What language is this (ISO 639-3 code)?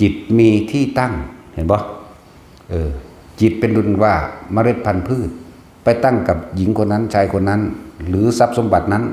tts